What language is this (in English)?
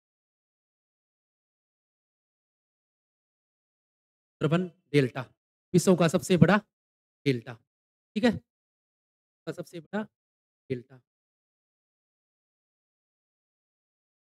Hindi